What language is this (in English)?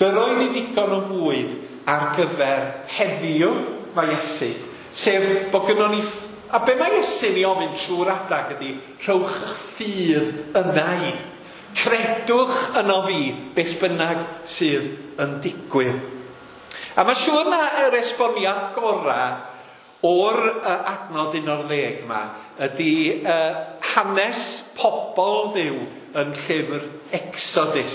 Welsh